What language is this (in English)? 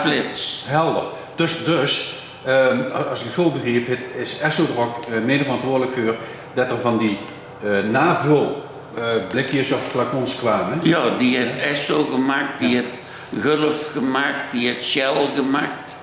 Limburgish